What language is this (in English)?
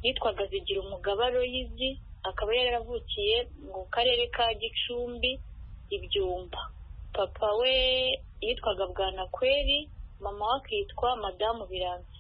Kinyarwanda